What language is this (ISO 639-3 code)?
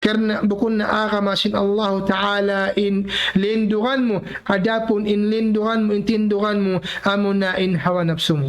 tsg